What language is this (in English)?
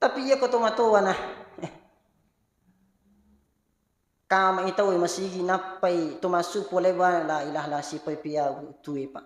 Buginese